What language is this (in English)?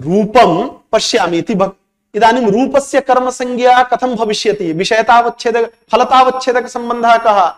Sanskrit